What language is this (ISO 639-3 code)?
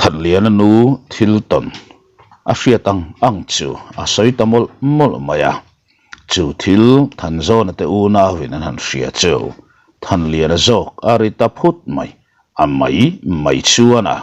lus